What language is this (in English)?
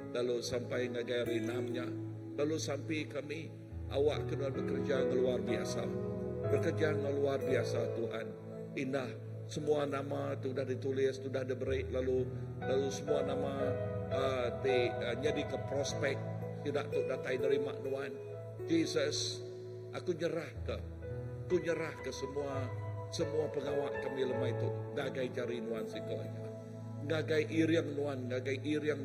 Iban